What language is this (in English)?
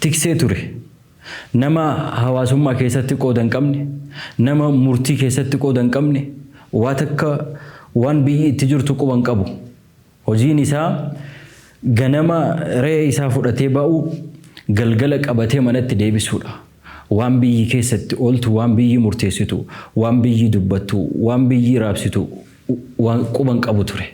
Oromo